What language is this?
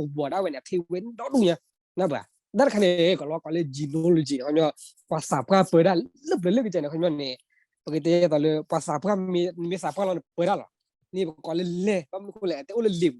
S'gaw Karen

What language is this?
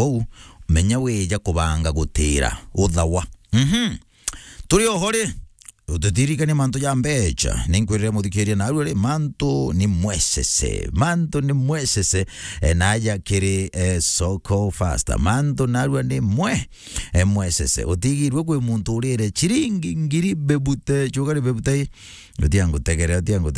Meru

